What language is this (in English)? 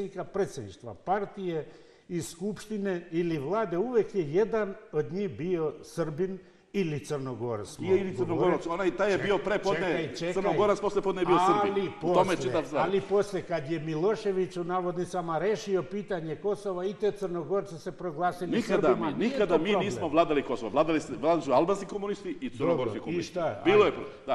Serbian